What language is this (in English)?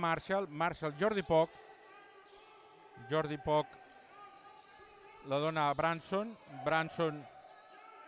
Catalan